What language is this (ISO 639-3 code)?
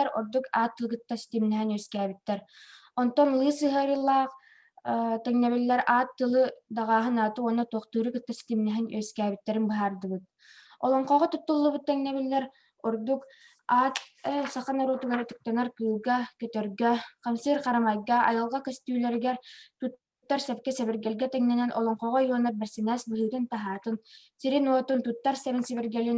sah